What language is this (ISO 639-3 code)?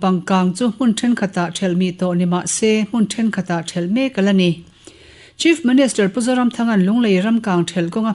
lus